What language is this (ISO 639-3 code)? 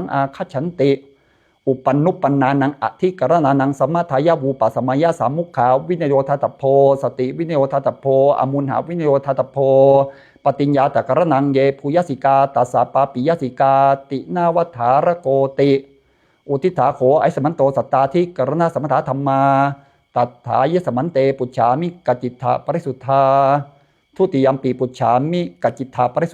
pli